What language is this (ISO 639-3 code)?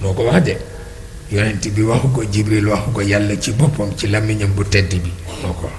wol